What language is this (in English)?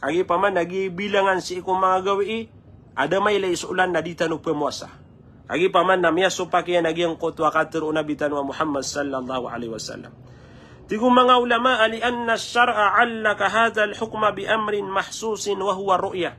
Maranao